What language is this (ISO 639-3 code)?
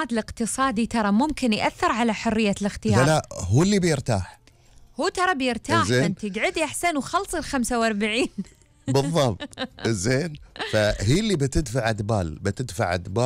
afb